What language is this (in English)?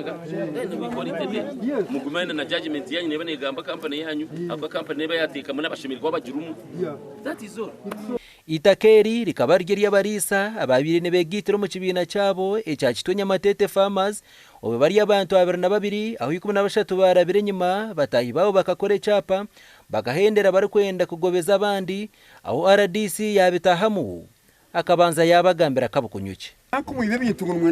Nyankole